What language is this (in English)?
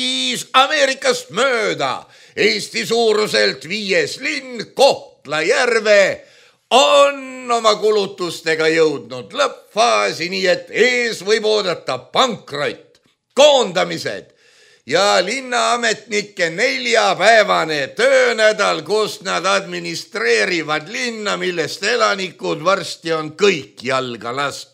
Estonian